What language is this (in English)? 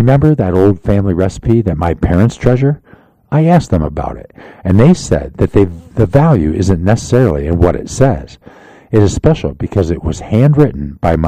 English